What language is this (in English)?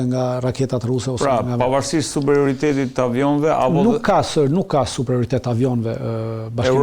Albanian